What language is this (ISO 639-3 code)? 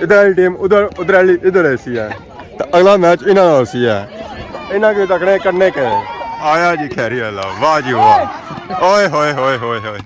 phr